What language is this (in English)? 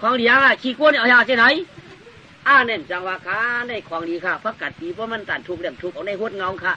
Shan